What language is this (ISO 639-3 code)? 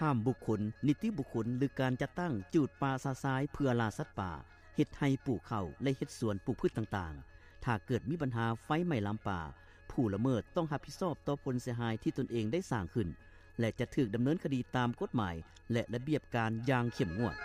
lao